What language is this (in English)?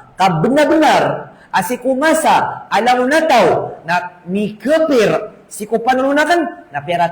Maranao